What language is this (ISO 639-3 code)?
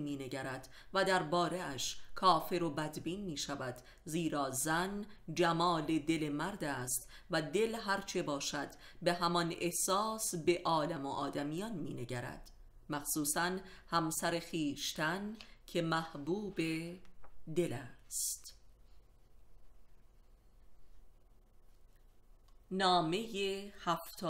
fas